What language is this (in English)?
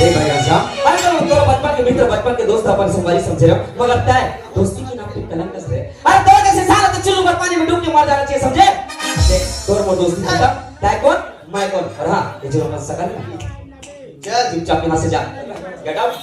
Chhattisgarhi